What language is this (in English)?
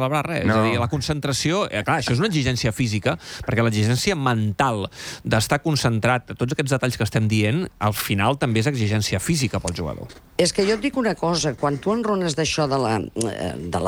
Catalan